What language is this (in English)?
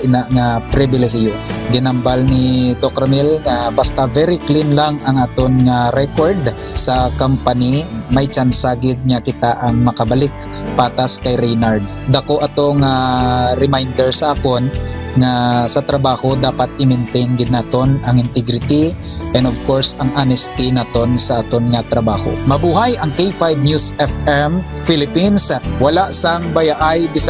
Hiligaynon